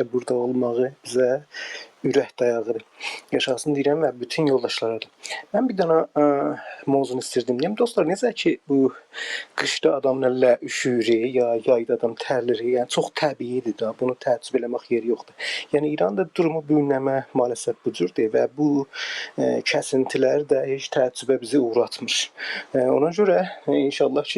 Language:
South Azerbaijani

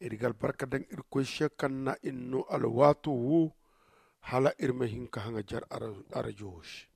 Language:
Zarma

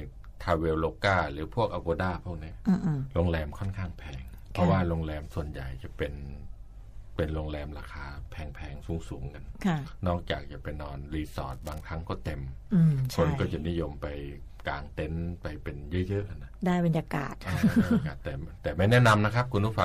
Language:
Thai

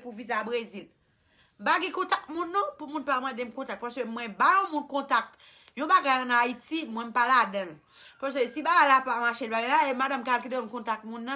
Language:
Haitian Creole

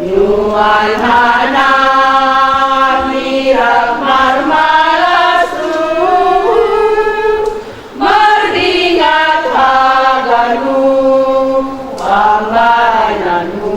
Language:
Batak Simalungun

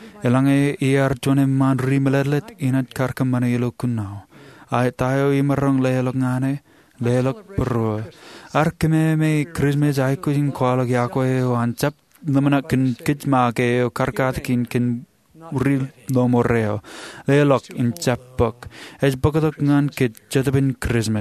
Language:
Marshallese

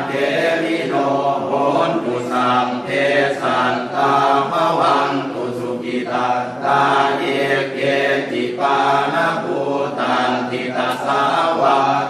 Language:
Pali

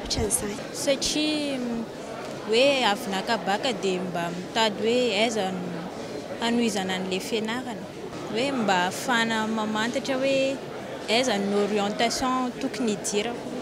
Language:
Malagasy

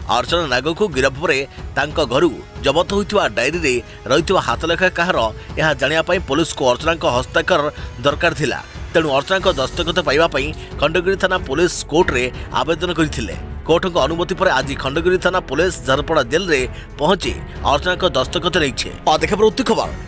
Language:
Odia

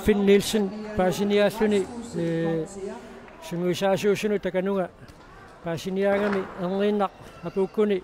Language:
Kalaallisut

